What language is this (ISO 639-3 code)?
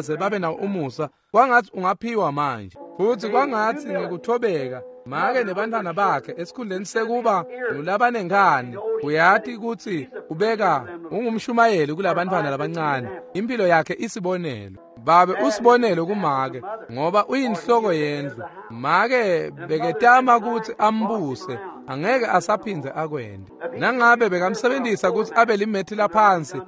ssw